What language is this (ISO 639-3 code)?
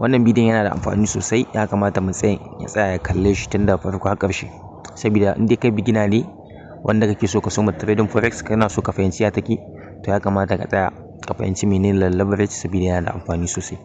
hau